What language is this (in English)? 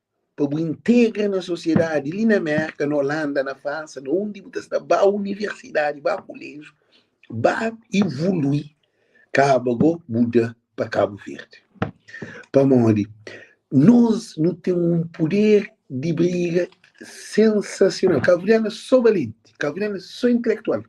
Kabuverdianu